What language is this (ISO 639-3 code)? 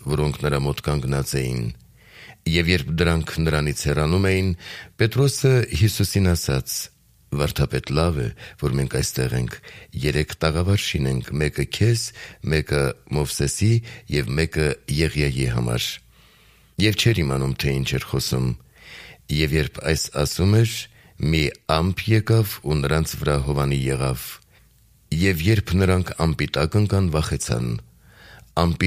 hye